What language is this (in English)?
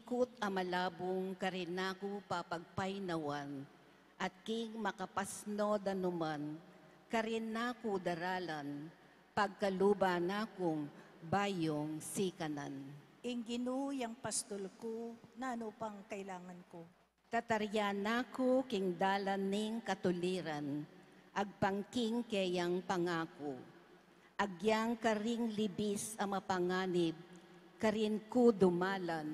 Pampanga